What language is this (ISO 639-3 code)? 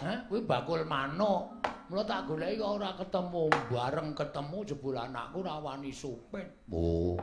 jav